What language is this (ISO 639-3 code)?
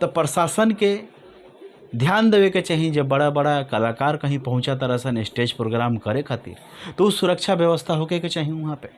bho